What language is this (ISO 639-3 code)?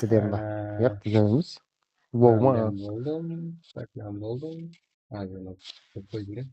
kaa